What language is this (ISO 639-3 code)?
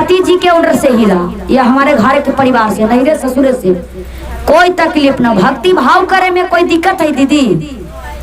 mag